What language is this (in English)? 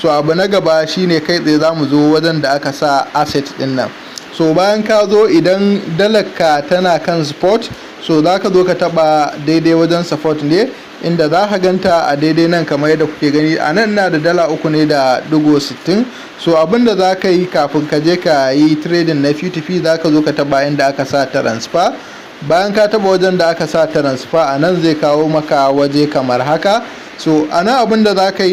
Hausa